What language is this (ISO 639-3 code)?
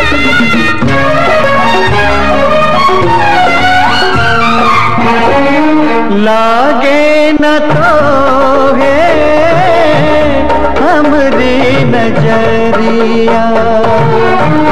bho